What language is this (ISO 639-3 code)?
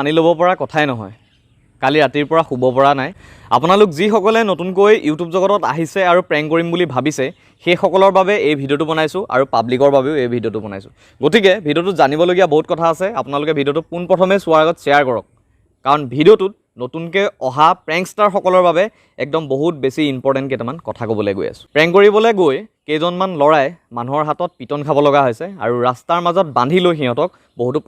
asm